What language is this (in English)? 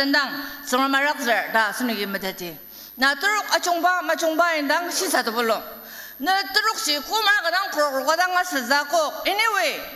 Ao Naga